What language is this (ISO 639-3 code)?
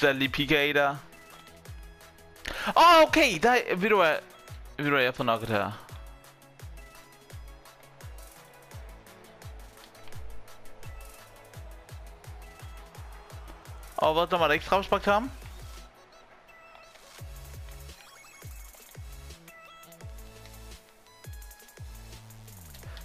dan